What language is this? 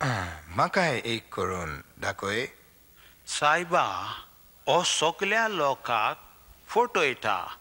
Konkani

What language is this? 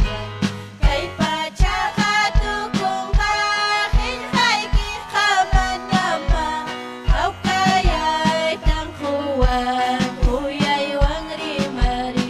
Ayacucho Quechua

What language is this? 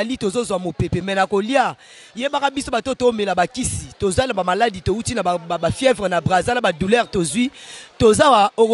Lingala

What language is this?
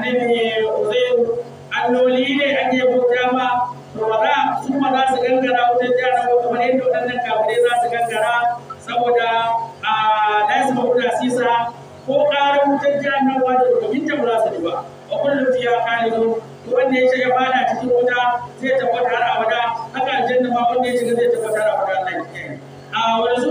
Hausa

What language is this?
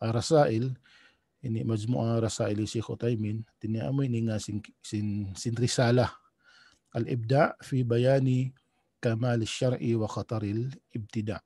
Tausug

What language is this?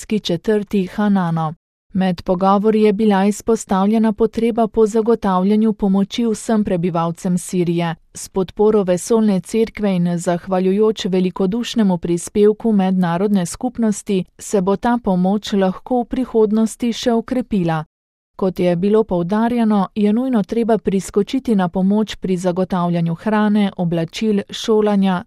Slovenian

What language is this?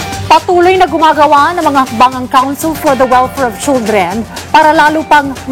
Filipino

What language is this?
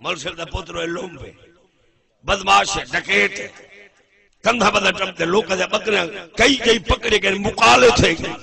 Saraiki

